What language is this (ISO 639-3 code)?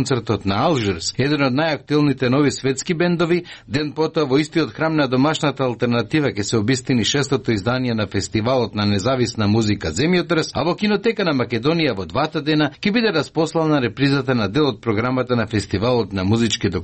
mkd